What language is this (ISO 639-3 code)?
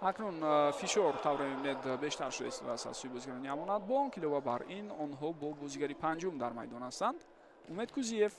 tgk